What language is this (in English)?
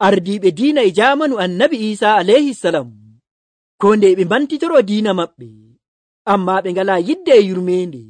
Nigerian Fulfulde